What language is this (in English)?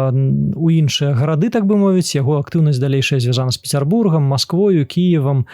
Belarusian